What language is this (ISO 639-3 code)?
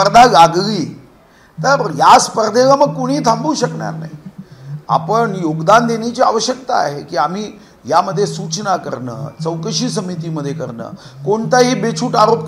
mar